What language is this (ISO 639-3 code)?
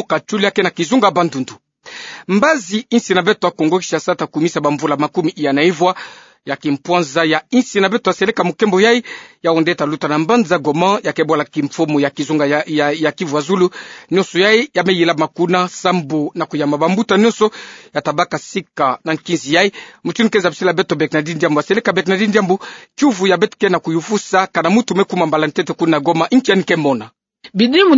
ktu